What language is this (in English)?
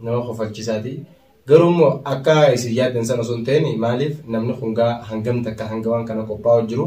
Oromo